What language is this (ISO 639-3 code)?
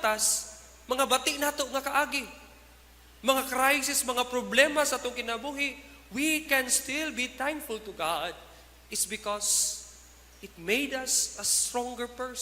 ceb